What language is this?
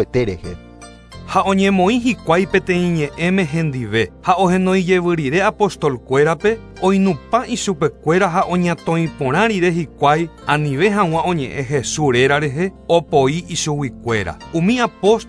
Guarani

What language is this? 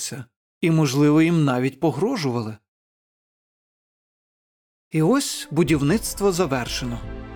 Ukrainian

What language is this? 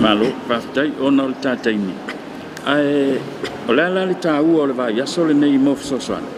Samoan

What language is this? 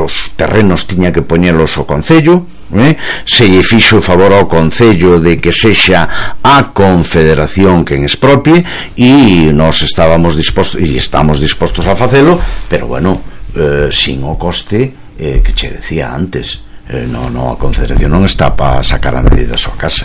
Galician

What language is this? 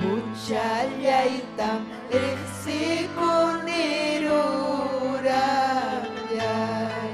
Ayacucho Quechua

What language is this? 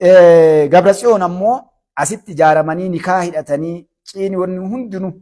Oromo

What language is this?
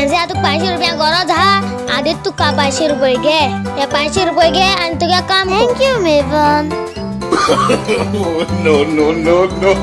Konkani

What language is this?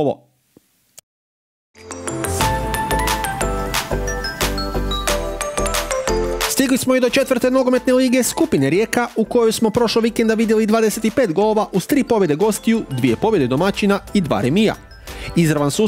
Croatian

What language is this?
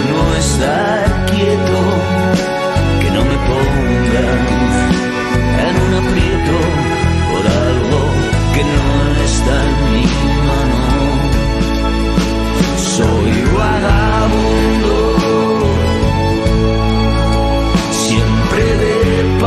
Spanish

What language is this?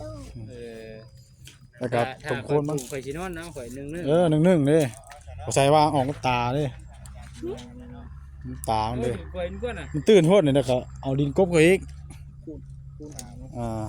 Northeastern Thai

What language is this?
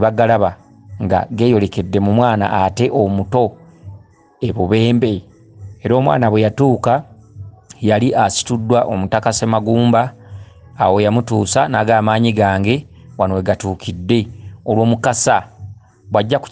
Ganda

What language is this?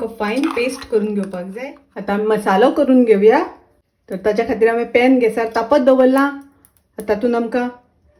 Konkani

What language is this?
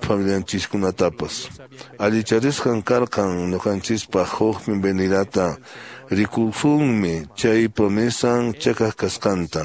Quechua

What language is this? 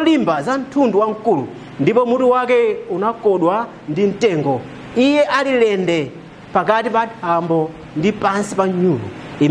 Nyanja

